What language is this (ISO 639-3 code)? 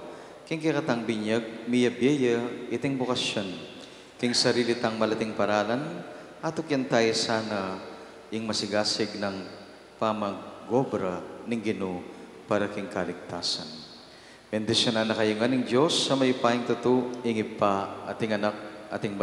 pam